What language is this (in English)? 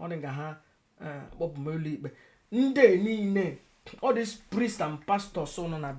Igbo